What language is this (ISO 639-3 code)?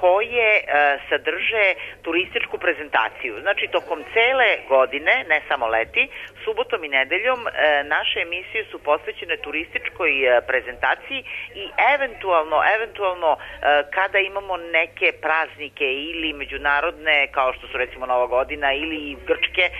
srp